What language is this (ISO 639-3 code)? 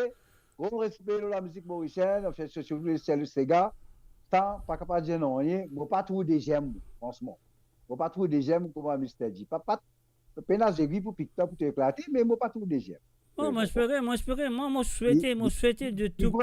mfe